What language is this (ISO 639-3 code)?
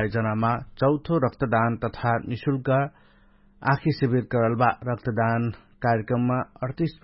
thl